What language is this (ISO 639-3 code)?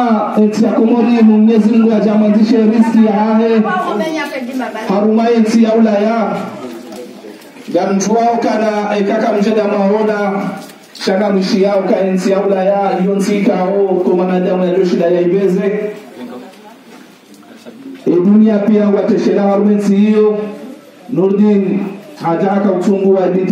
zdj